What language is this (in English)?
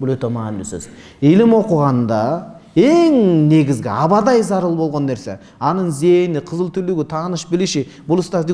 Kyrgyz